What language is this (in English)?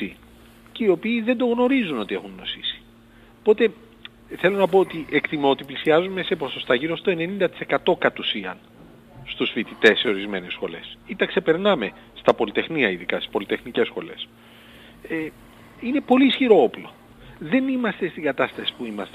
Greek